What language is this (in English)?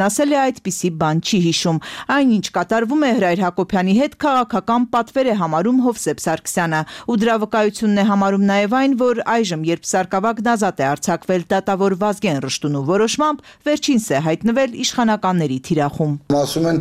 Armenian